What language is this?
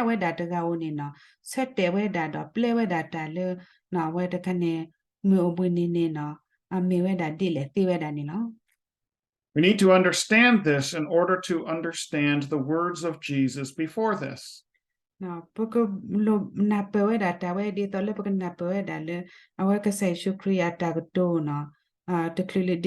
S'gaw Karen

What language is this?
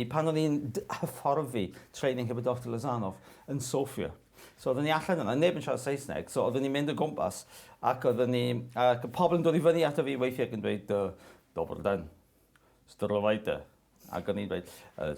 Welsh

